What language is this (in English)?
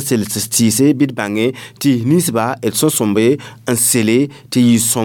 Mossi